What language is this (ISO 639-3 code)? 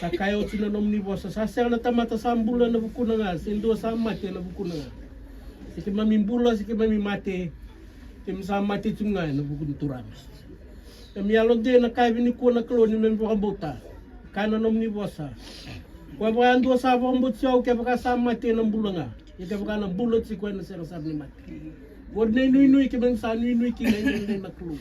fij